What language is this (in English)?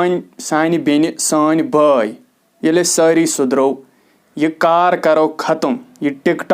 Kashmiri